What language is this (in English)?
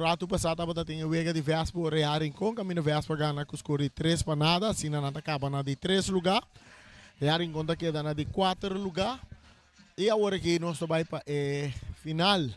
Papiamento